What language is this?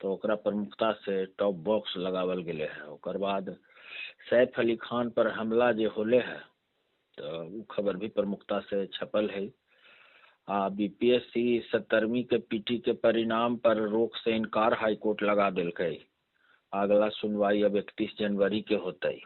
Magahi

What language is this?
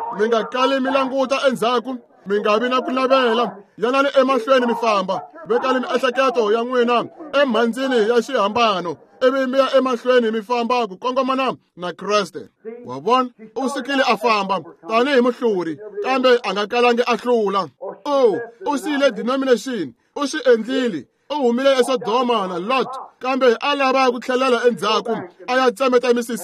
Tsonga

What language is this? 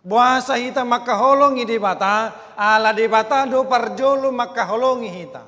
Batak Toba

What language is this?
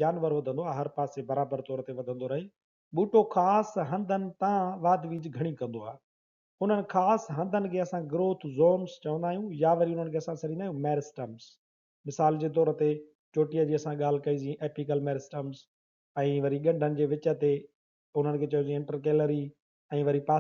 Sindhi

